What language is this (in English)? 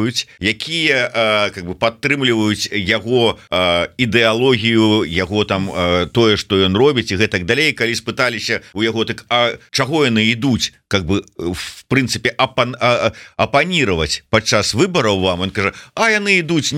Belarusian